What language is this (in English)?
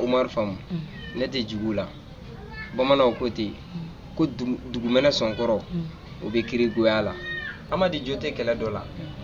Bambara